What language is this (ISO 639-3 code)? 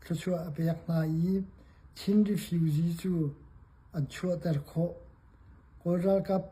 cnh